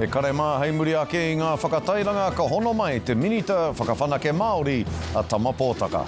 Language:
Māori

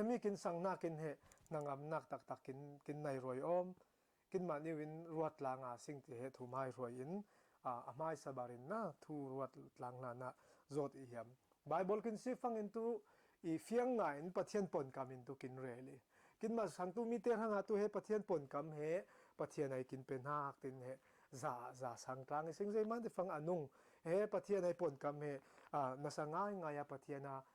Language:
Falam Chin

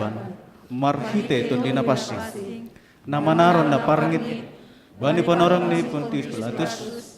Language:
Batak Simalungun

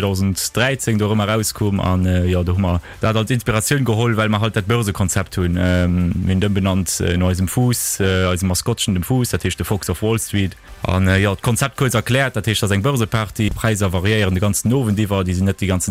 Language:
Luxembourgish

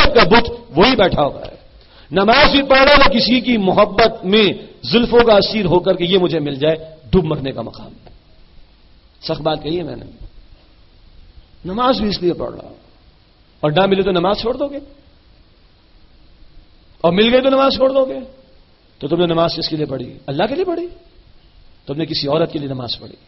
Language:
Urdu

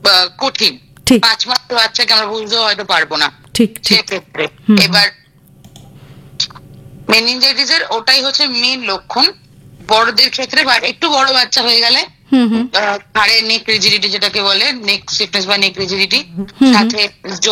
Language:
Bangla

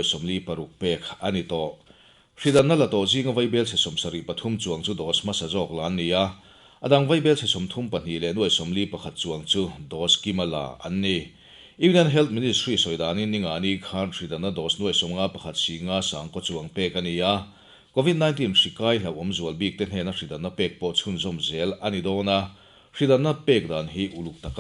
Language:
Mizo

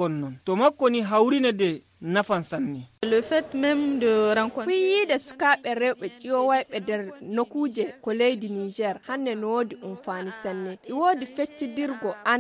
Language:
Nigerian Fulfulde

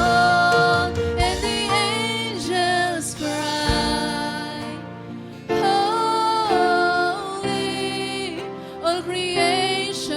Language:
Waray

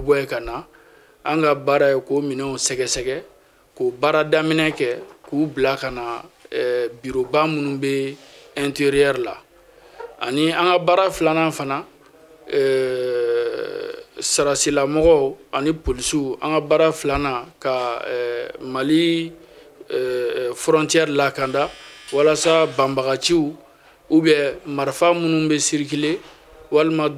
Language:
Bambara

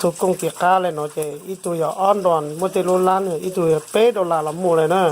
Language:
Hmong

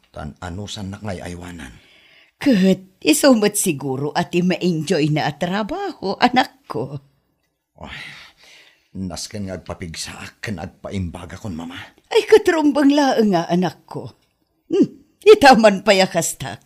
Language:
Iloko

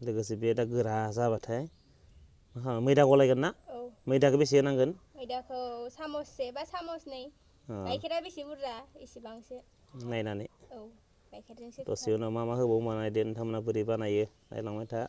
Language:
Bodo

